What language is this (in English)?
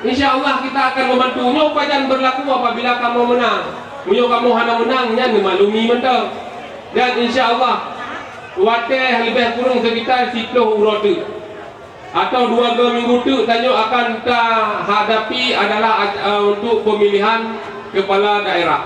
Achinese